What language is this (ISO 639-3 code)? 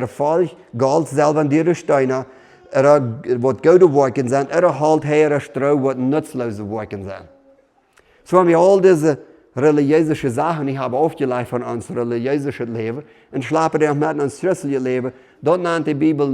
pdt